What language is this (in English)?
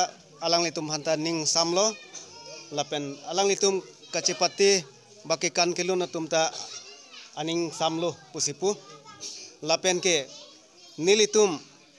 Karbi